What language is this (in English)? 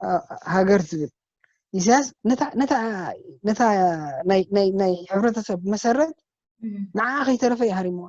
Tigrinya